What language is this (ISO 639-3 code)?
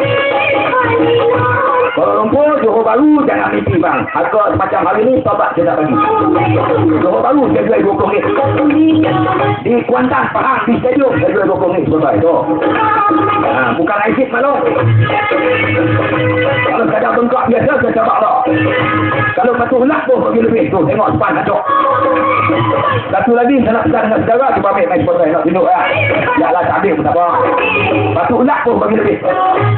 msa